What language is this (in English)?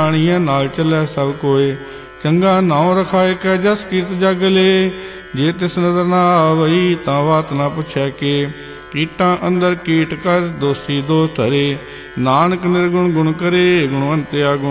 Punjabi